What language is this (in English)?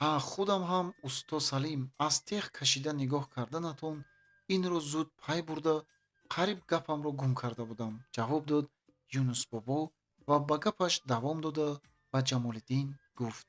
Tajik